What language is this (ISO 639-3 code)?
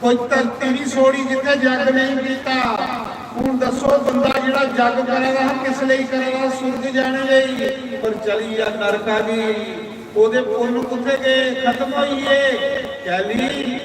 doi